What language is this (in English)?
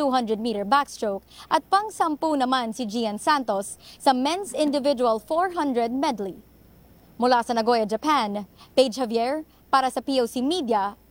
Filipino